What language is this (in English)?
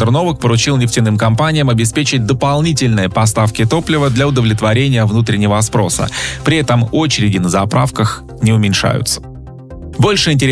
Russian